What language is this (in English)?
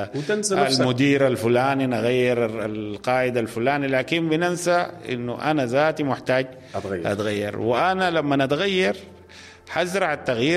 Sudanese Arabic